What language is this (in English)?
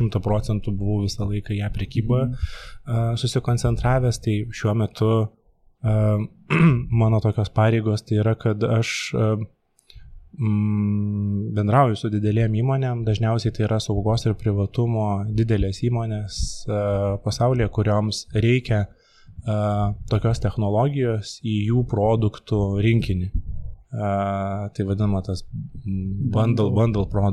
Lithuanian